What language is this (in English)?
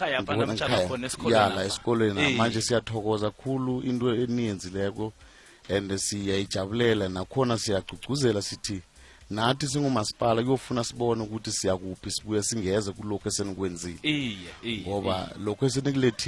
South Ndebele